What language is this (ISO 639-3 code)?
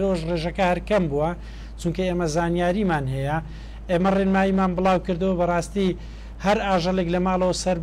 ckb